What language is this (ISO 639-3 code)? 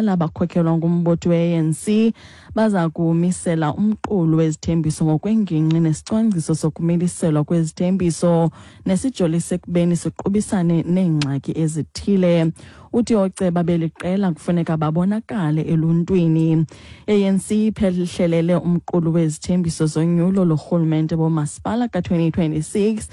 xho